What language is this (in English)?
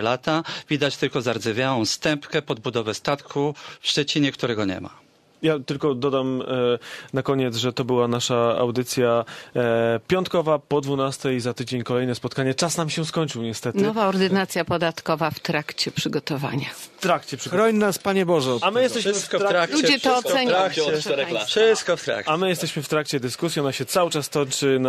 Polish